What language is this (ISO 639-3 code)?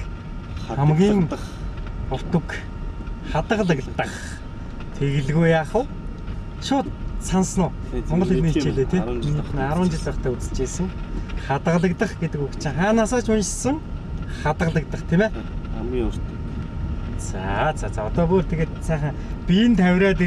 mon